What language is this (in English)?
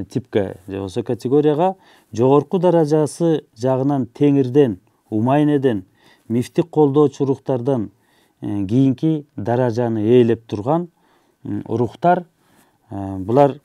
Kyrgyz